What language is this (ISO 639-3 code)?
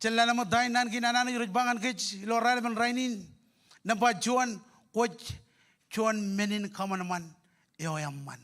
mah